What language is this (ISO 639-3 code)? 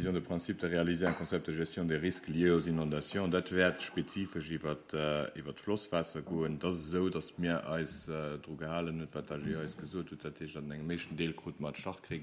ltz